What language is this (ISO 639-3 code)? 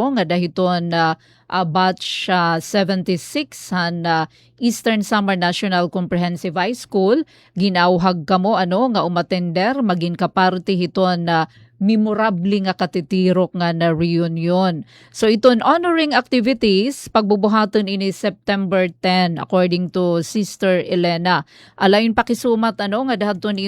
war